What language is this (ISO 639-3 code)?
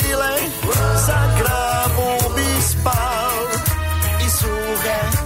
hrv